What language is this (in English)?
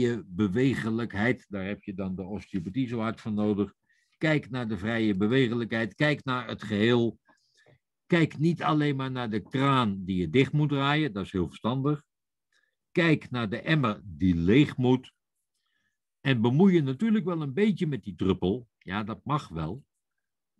Dutch